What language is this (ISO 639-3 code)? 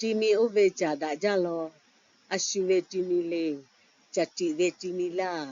lhu